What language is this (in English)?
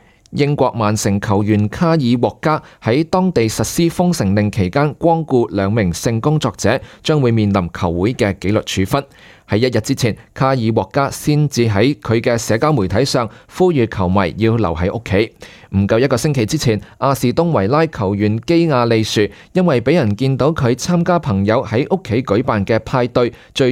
Cantonese